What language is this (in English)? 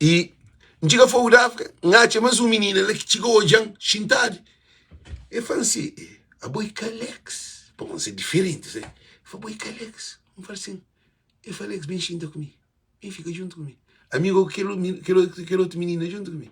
Kabuverdianu